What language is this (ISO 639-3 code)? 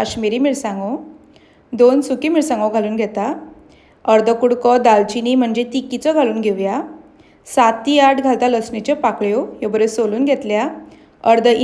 kok